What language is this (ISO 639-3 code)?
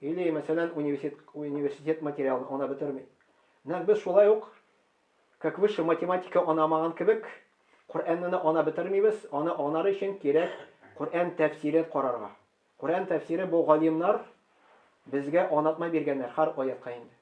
tat